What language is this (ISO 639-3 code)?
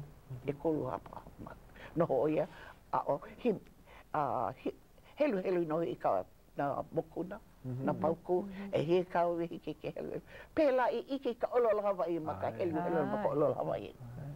haw